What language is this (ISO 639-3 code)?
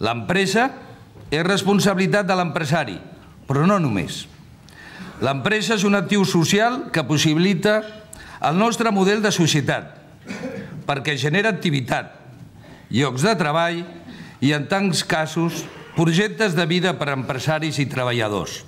cat